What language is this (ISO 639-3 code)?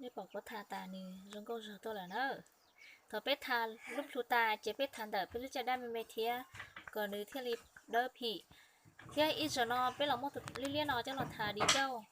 hmn